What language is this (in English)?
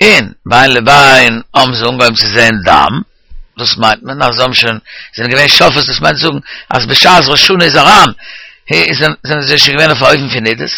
Yiddish